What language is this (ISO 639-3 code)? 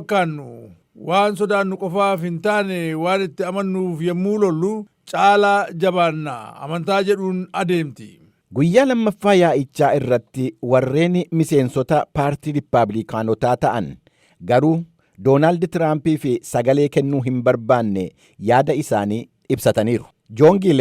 orm